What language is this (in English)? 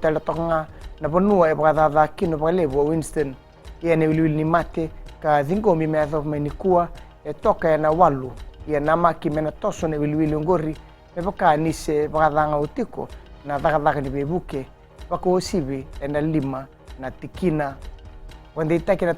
Fijian